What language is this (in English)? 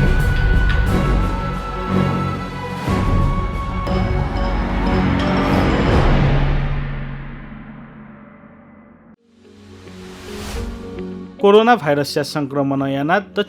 Newari